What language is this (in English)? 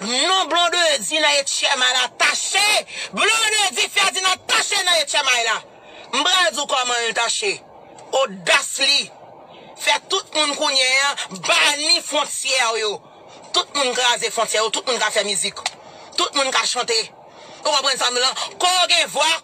Haitian Creole